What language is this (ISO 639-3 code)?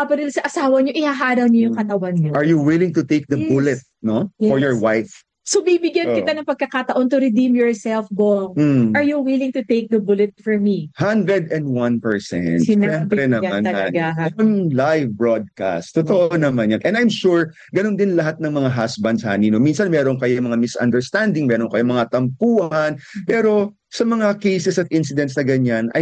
fil